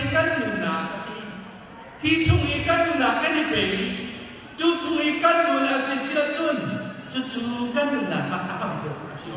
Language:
Hakha Chin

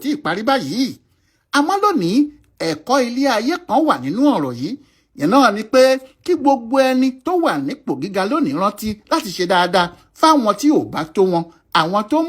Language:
Yoruba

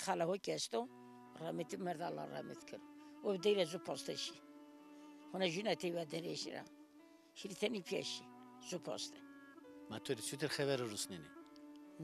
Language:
Zaza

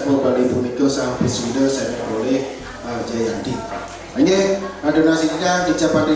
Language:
Balinese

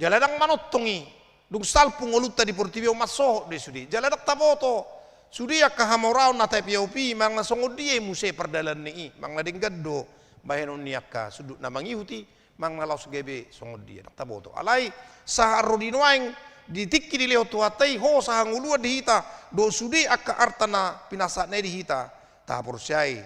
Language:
Batak Toba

